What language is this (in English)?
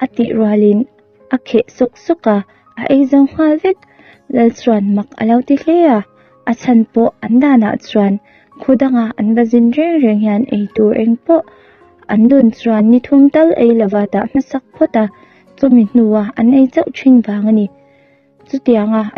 Mizo